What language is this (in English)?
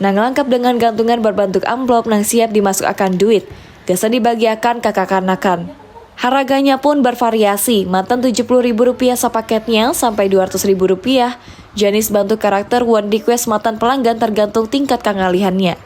Banjar